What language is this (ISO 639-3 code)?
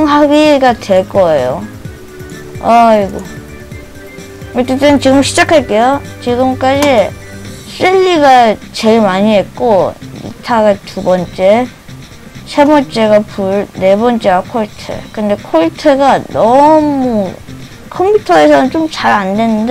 kor